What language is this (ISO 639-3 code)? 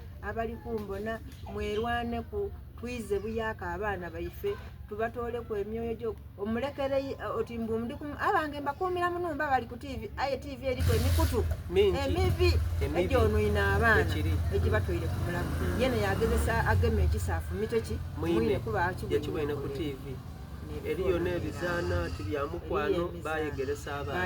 xog